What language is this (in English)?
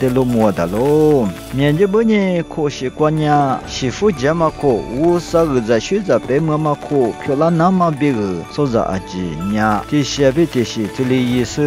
Lisu